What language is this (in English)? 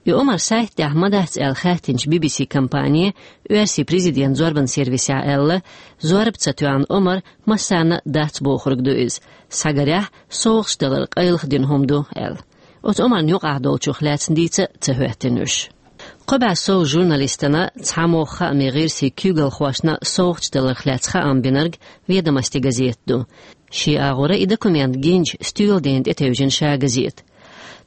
Chechen